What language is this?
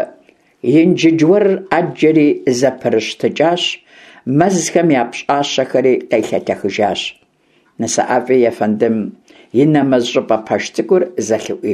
Kabardian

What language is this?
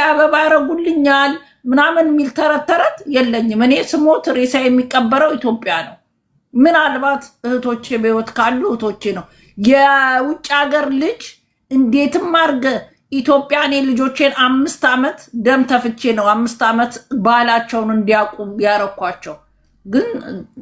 Amharic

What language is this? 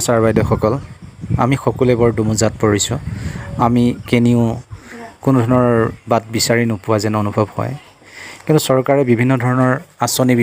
Assamese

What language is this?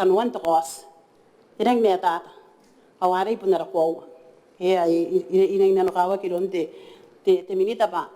Gilbertese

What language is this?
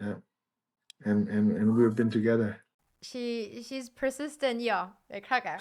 Kachin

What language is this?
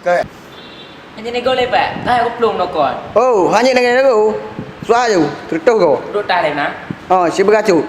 Achinese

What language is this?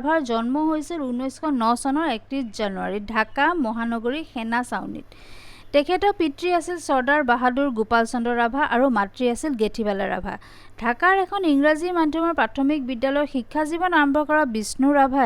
Assamese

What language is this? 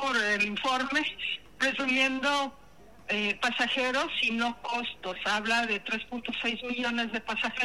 Spanish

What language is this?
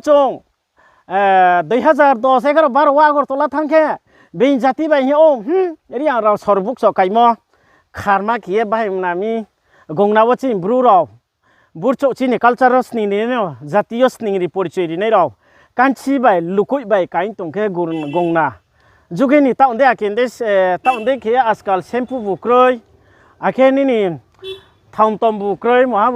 Riang (India)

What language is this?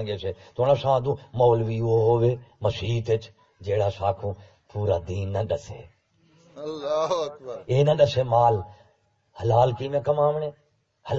Saraiki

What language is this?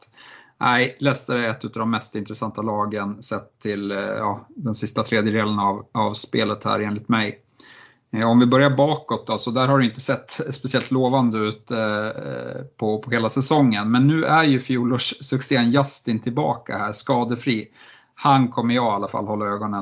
Swedish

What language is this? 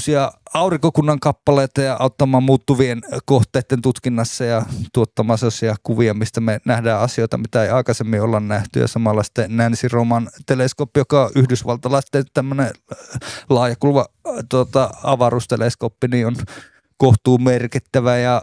Finnish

